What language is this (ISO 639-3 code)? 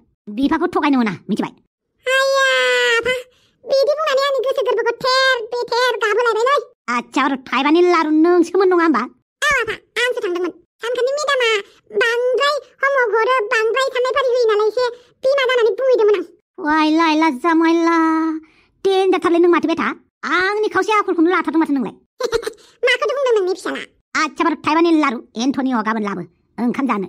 brx